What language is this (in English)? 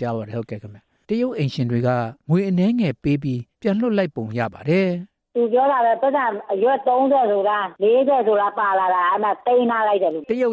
Burmese